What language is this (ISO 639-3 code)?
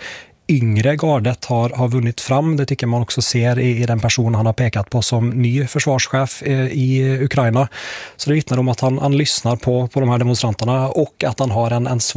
swe